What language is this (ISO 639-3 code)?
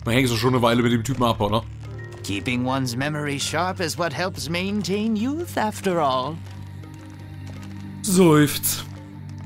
deu